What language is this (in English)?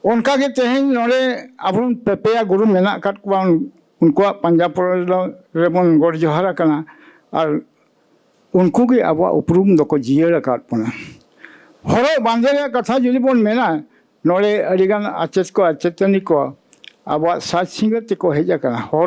Santali